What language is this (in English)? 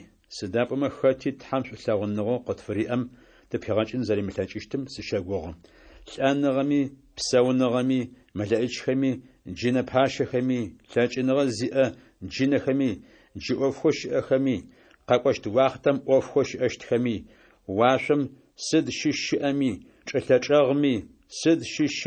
Adyghe